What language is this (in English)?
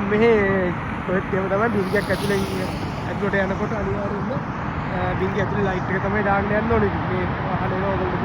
Sinhala